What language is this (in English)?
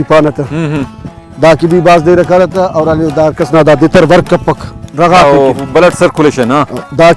Brahui